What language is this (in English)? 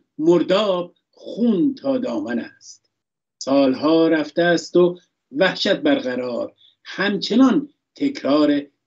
Persian